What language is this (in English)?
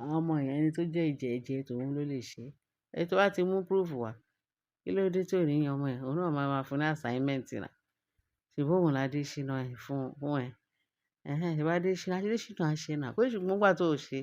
Yoruba